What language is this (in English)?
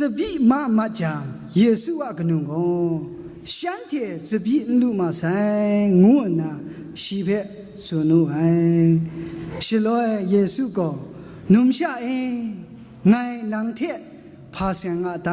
Kachin